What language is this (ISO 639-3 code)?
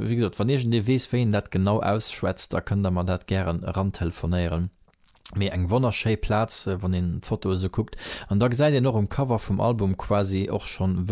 ltz